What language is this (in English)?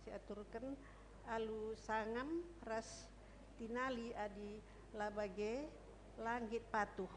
Batak Karo